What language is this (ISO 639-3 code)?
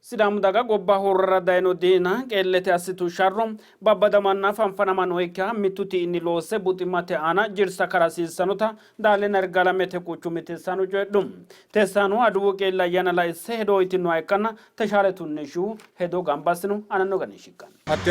sid